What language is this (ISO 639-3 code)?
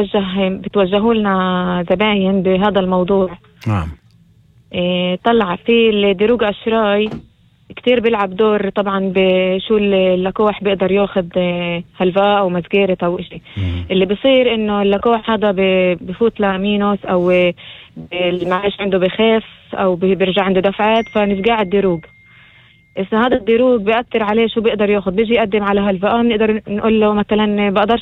apc